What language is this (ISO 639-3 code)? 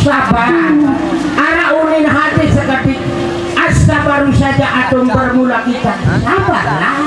sas